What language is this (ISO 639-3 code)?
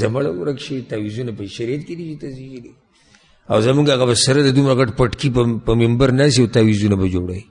pus